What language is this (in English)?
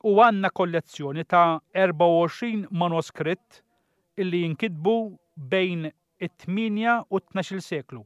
Maltese